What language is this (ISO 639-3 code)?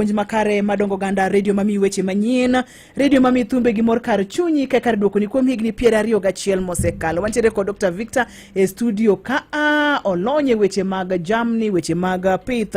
luo